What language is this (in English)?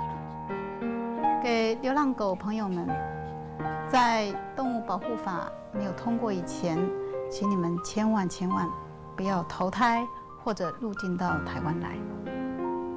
Chinese